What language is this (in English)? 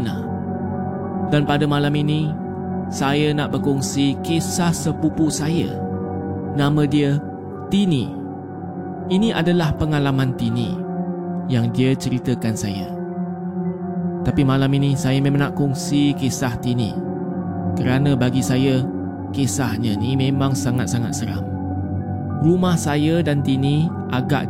Malay